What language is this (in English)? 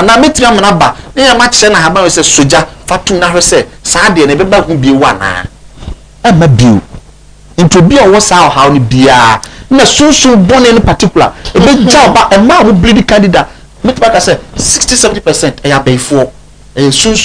Akan